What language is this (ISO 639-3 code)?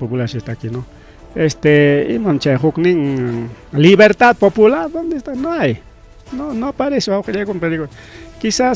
quy